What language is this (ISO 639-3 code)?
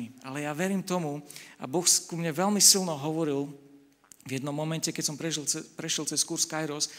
slk